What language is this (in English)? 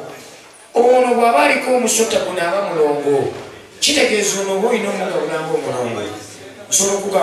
Ganda